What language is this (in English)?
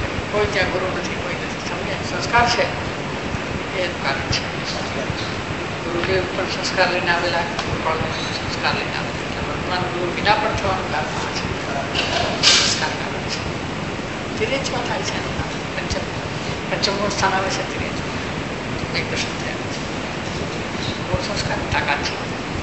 Gujarati